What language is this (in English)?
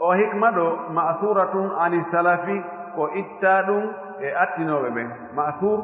Fula